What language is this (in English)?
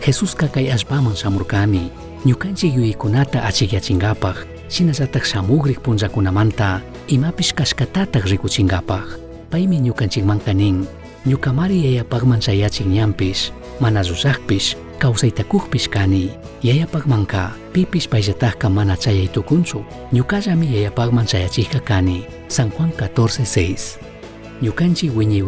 Chimborazo Highland Quichua